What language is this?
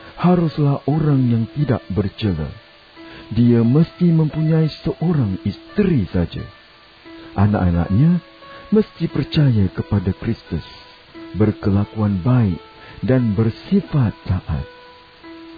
Malay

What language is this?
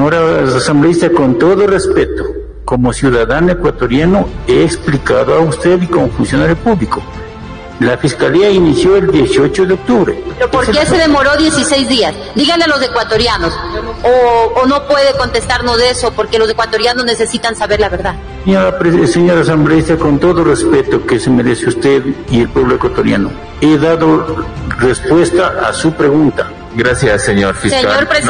Spanish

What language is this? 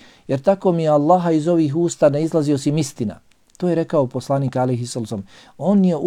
Bosnian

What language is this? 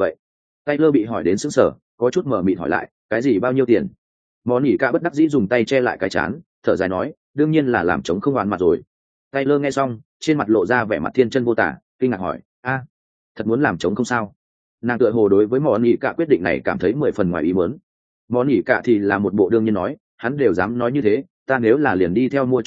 Vietnamese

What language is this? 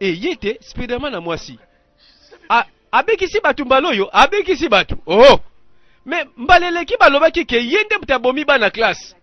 Lingala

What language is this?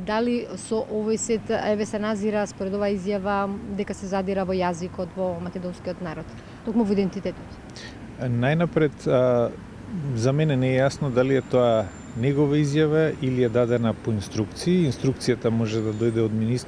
Macedonian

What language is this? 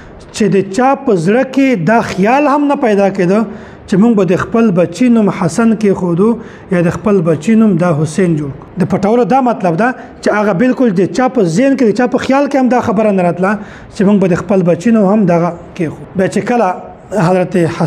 Pashto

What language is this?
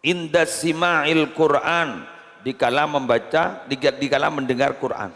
Madurese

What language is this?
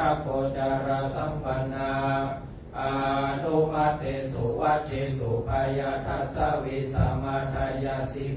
Pali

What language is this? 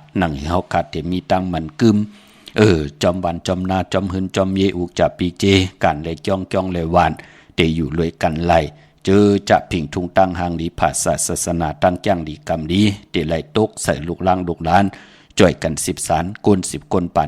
Shan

